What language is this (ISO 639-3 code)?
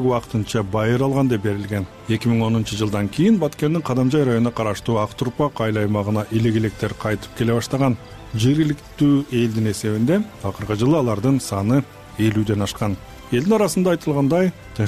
kir